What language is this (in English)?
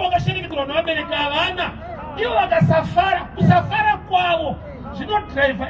Shona